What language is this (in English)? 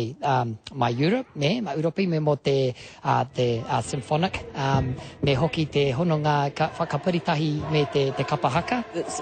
Māori